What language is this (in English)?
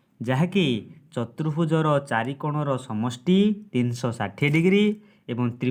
Odia